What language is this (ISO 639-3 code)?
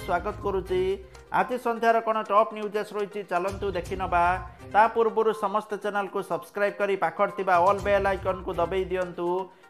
ori